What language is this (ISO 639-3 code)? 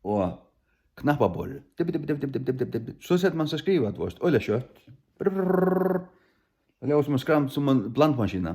fao